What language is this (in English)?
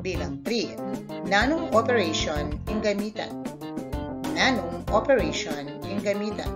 Pampanga